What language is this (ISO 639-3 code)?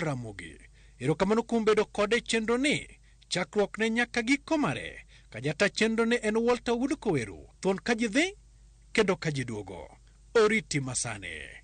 luo